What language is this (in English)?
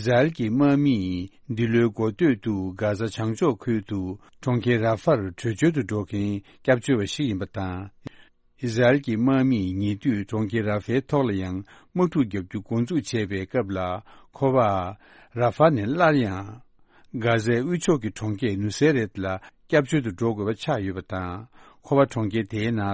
Tibetan